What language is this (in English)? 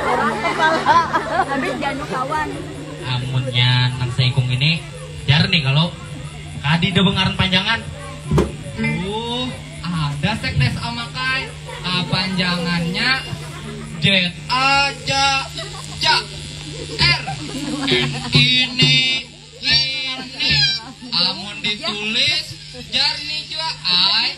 Banjar